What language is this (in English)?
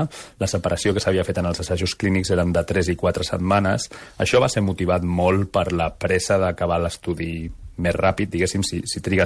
Catalan